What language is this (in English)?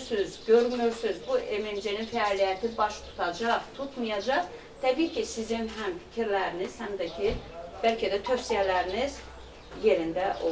Azerbaijani